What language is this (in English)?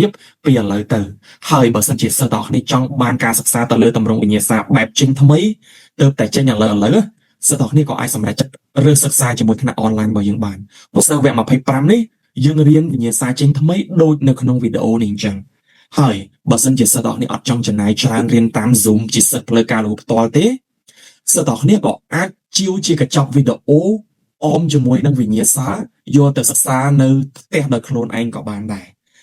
Khmer